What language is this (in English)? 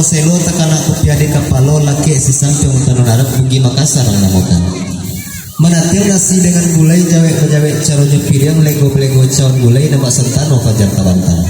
Minangkabau